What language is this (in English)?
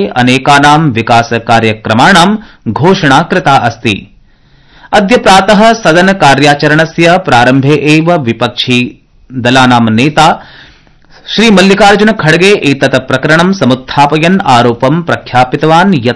Sanskrit